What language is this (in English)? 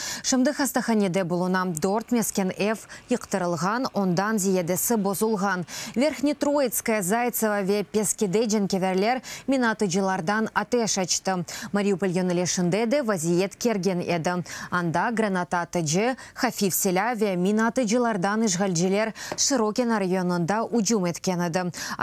Crimean Tatar